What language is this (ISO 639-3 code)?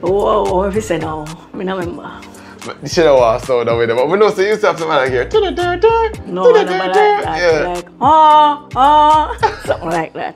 jam